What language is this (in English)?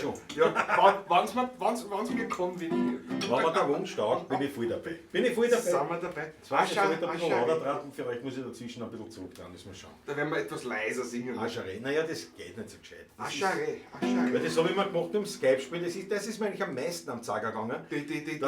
Bavarian